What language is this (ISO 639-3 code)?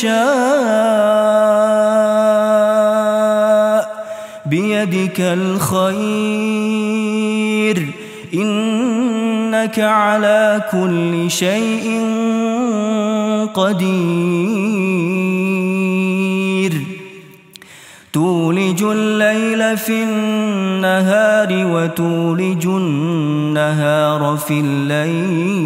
ara